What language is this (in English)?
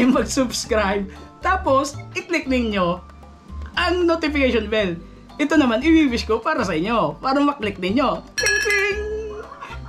Filipino